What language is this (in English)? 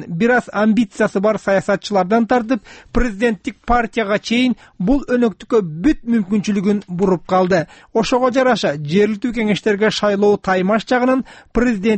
Kyrgyz